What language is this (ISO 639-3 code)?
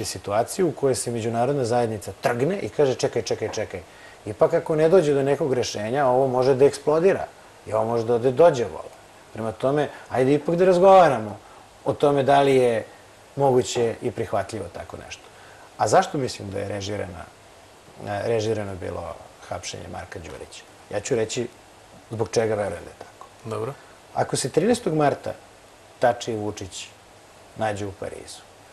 srp